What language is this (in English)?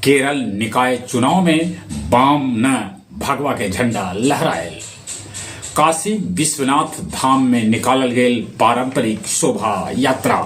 Magahi